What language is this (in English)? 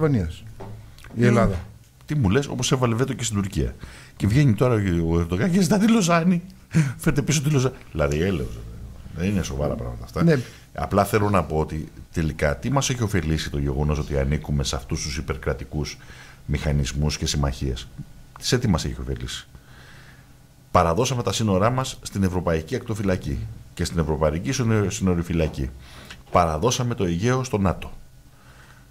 Greek